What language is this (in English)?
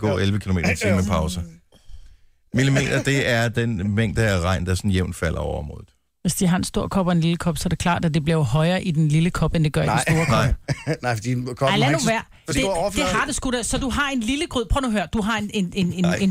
Danish